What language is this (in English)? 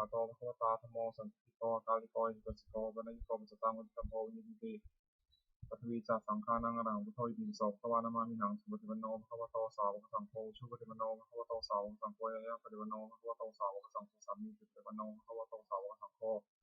Pali